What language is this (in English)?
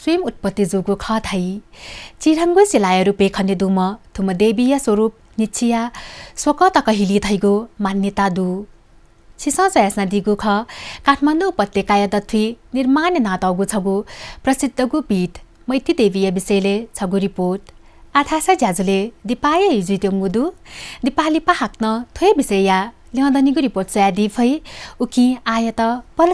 Newari